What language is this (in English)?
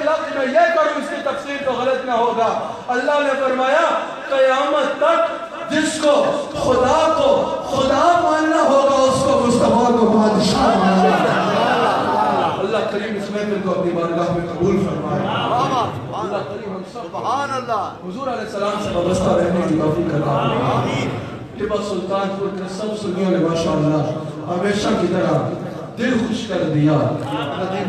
Urdu